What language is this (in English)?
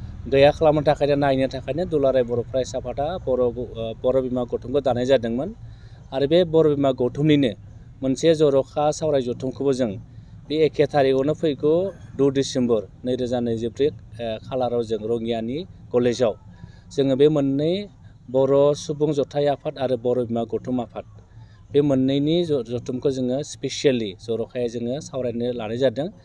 Bodo